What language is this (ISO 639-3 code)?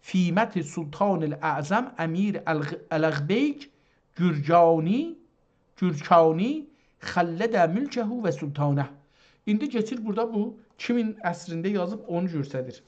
azb